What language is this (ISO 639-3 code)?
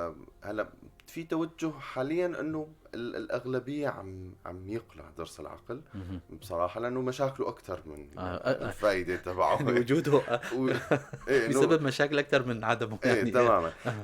apc